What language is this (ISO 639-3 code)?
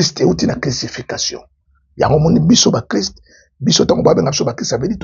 lin